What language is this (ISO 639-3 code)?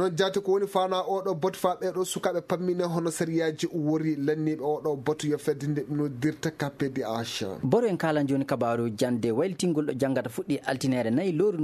ful